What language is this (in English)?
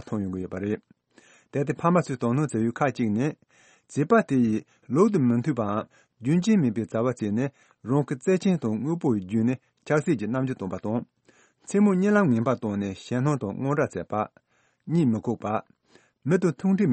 Tibetan